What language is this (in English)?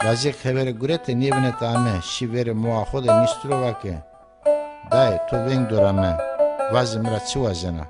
Zaza